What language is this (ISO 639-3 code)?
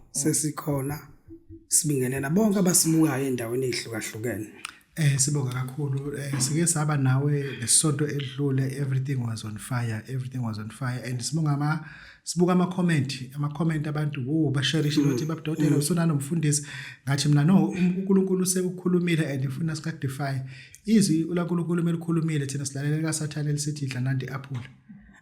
zul